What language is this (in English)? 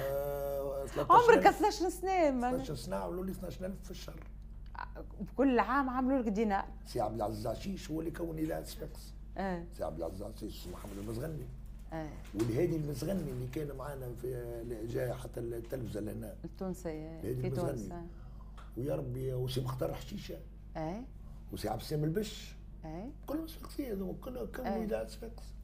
Tunisian Arabic